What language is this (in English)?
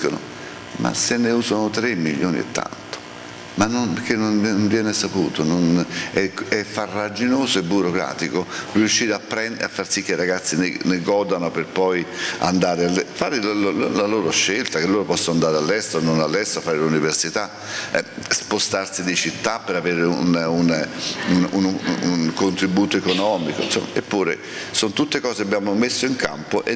Italian